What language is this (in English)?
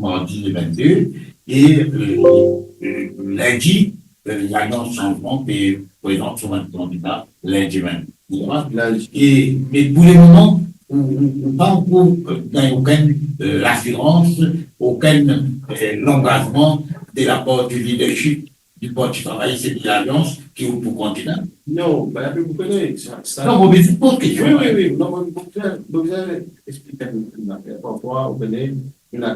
Morisyen